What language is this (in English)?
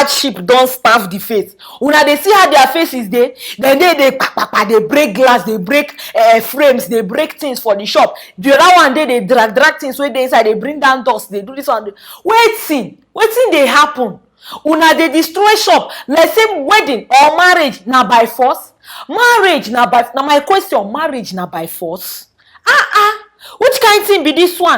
Nigerian Pidgin